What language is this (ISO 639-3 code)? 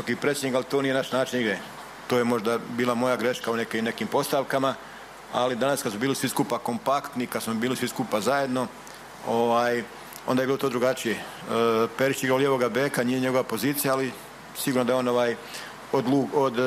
hrv